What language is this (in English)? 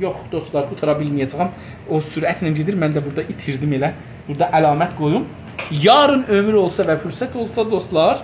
South Azerbaijani